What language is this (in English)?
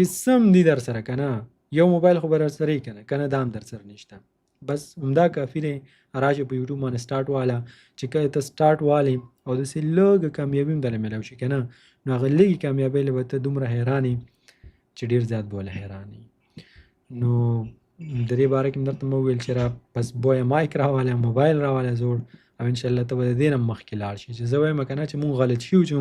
Pashto